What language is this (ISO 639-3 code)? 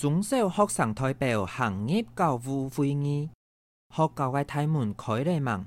hak